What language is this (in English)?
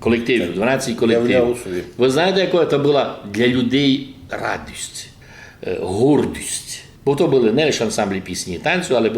Rusyn